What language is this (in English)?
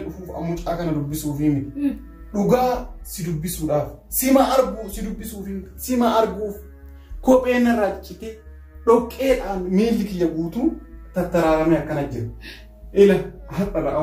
Oromo